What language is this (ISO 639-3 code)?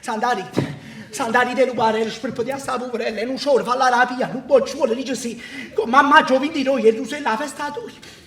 nap